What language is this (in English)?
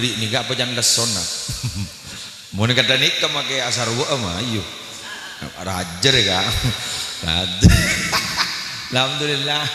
Madurese